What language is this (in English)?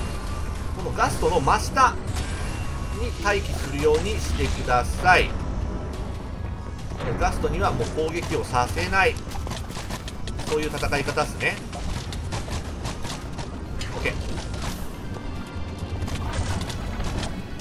Japanese